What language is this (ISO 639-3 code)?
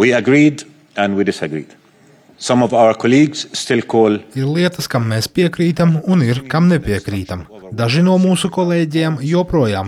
lav